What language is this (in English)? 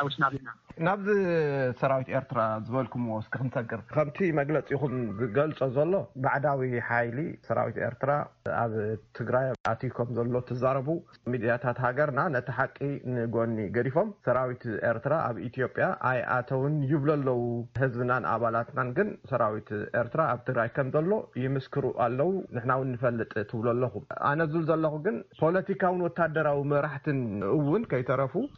Tigrinya